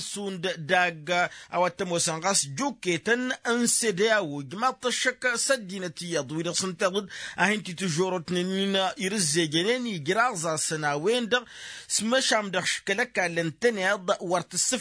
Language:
Tamasheq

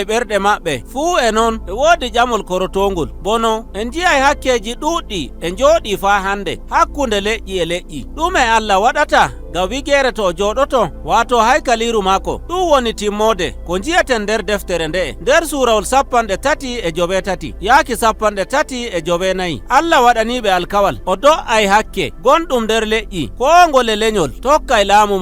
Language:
Nigerian Fulfulde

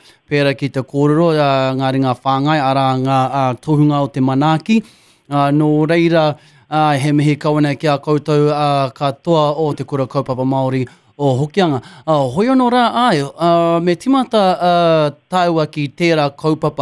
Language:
Māori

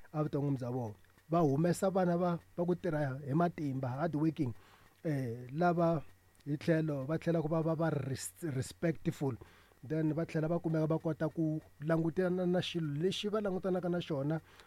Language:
Tsonga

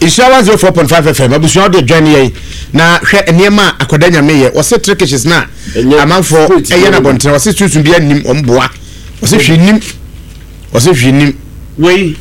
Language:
Akan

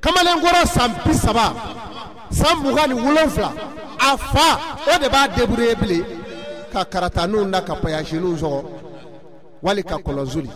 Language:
Bambara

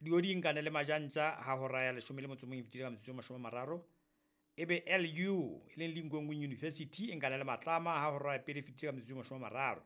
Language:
Southern Sotho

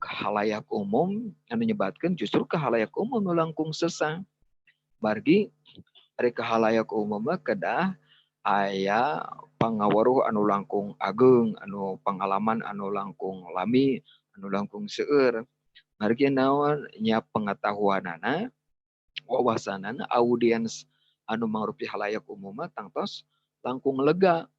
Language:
Sundanese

